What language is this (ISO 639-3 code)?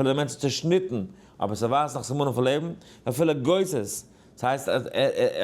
yid